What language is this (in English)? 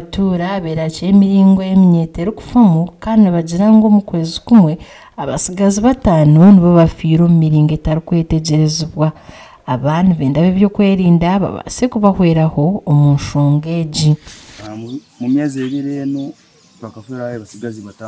Nyankole